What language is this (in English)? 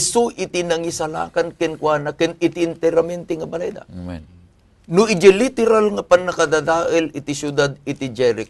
Iloko